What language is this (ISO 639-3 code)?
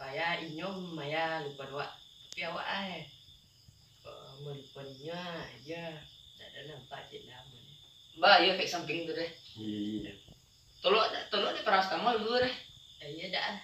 min